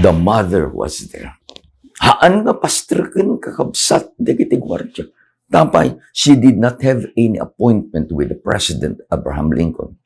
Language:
Iloko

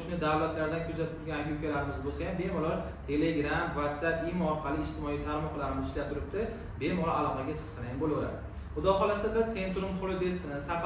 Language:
Uzbek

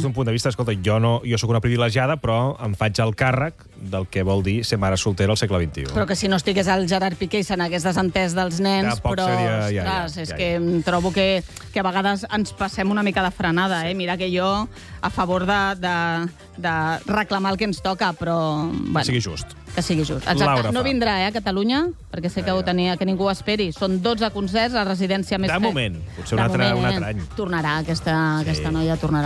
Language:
Catalan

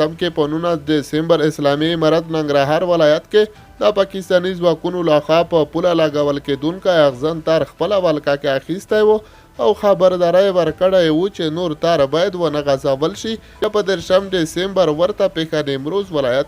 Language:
Pashto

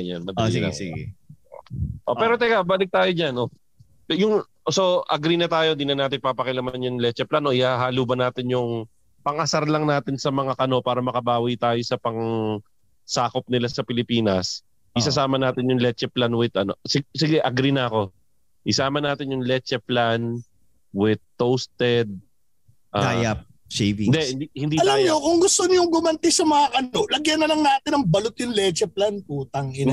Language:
Filipino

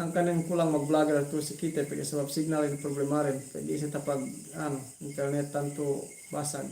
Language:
Yakan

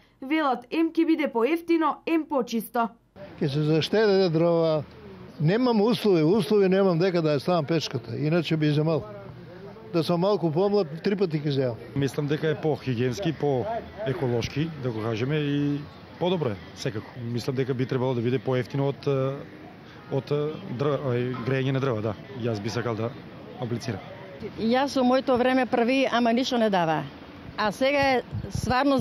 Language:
Macedonian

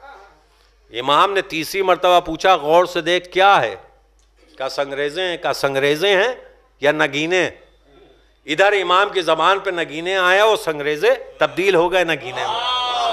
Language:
Urdu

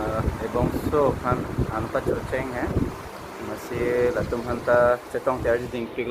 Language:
Karbi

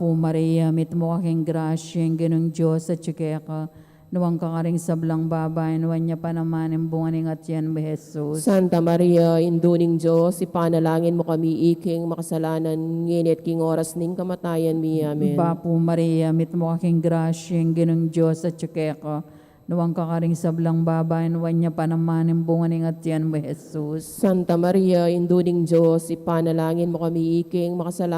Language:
Pampanga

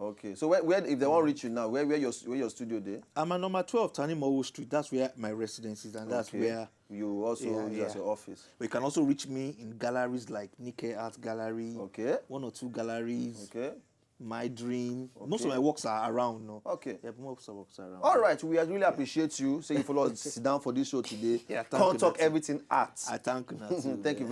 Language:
Nigerian Pidgin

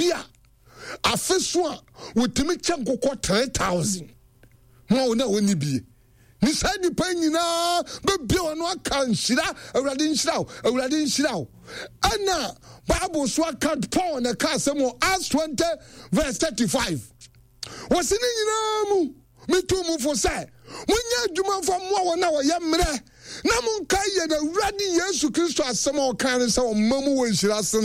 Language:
Akan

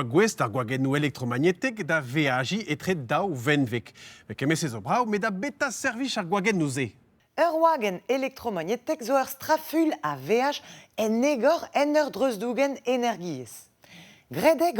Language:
Breton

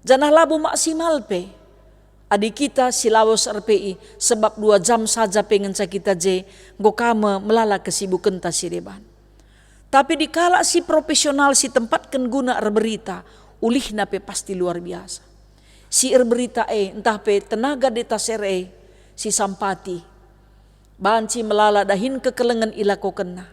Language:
Batak Karo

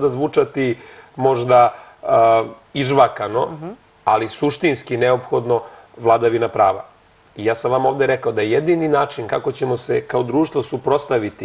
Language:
Serbian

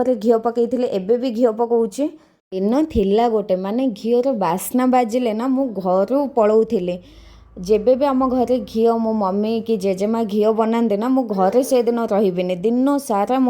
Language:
Odia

